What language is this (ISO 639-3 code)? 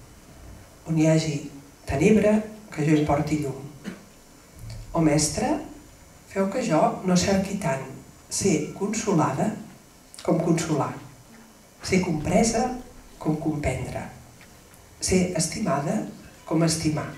cat